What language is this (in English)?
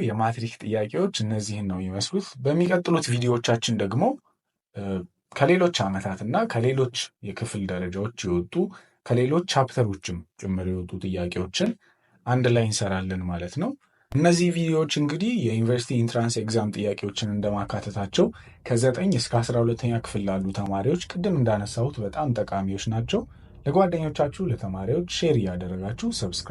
Amharic